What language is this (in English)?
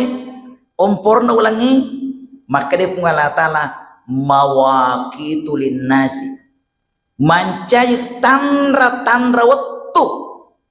Buginese